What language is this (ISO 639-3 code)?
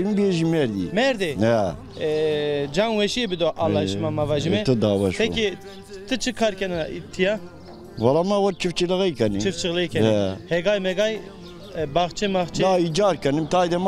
zza